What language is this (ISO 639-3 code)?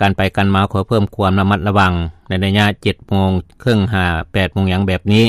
lao